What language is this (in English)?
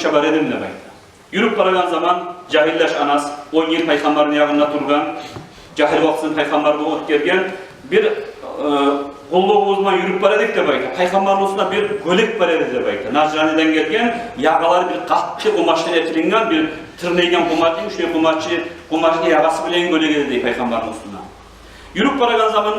Kumyk